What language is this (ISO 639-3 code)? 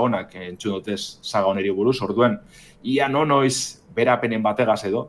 eus